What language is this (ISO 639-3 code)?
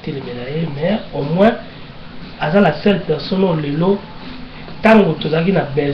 lin